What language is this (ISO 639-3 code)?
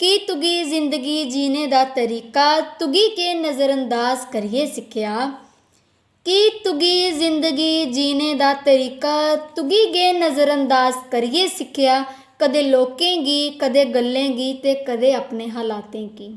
doi